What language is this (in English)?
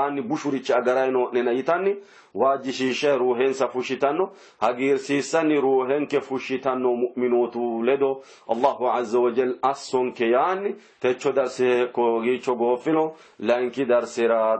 Sidamo